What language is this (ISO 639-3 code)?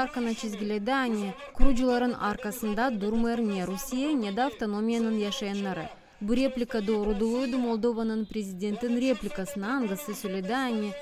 gag